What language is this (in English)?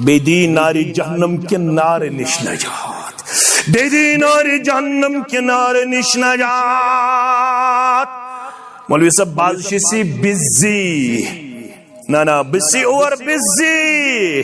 Kashmiri